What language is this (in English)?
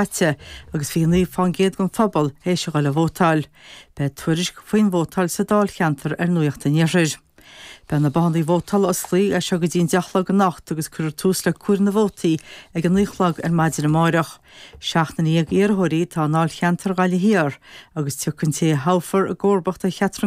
Irish